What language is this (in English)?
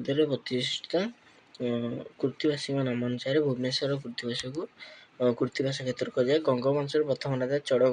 Odia